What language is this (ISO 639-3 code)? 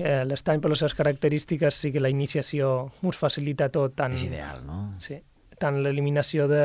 cat